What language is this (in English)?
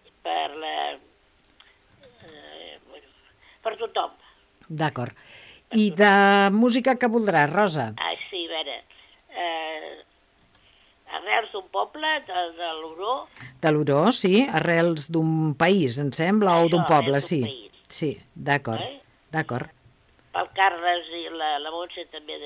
Catalan